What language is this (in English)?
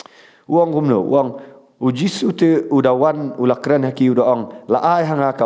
Khasi